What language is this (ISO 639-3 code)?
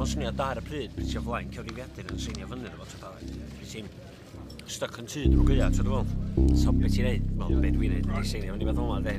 cym